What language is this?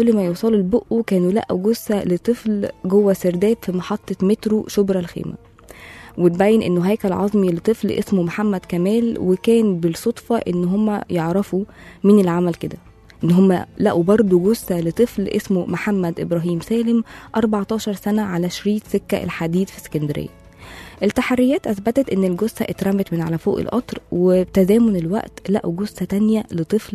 Egyptian Arabic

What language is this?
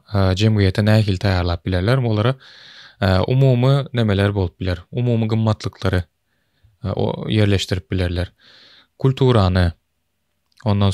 Turkmen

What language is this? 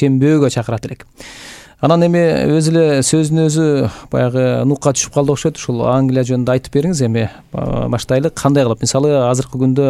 Kyrgyz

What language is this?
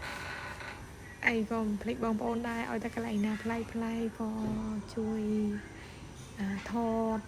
Khmer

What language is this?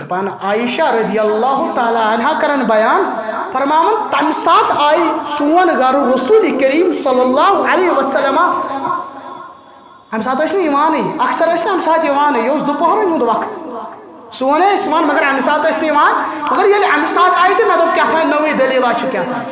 Kashmiri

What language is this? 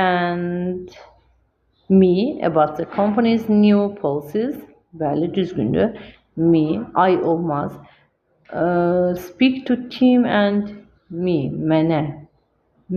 Azerbaijani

